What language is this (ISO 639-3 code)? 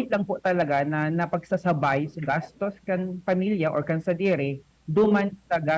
bik